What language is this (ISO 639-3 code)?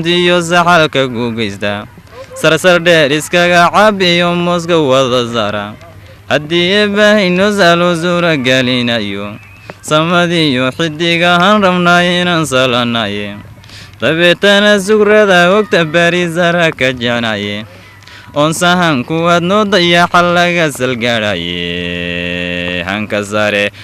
som